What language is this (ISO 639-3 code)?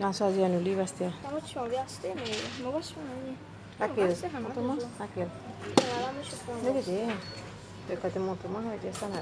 mfe